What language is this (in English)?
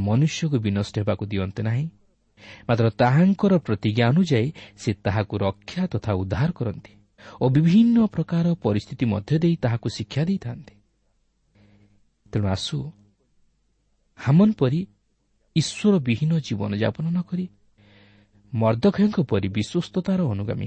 Odia